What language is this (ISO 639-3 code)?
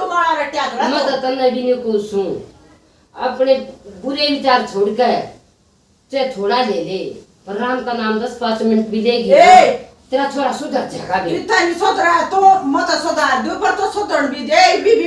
bgc